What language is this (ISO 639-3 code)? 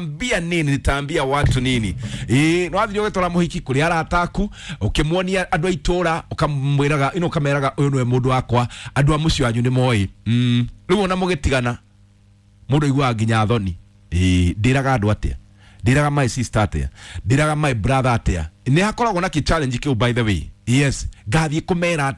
kik